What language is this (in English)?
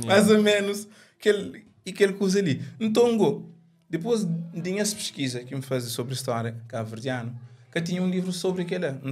Kabuverdianu